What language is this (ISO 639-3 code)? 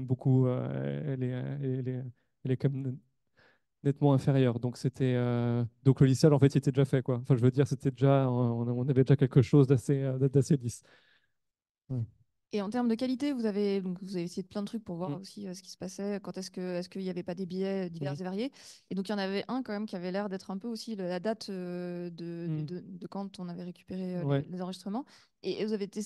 fra